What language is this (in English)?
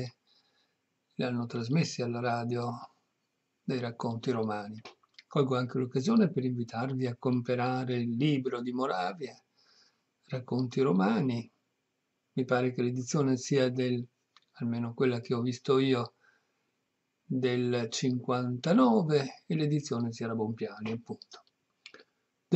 Italian